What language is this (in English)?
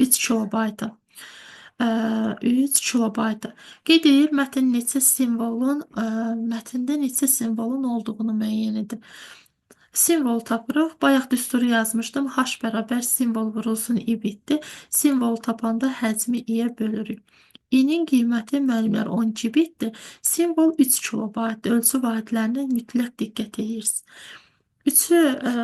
Azerbaijani